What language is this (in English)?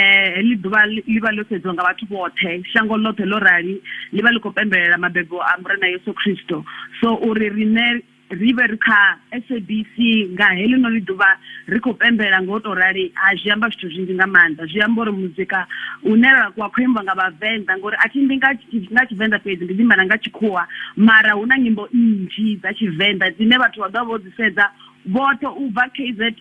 Venda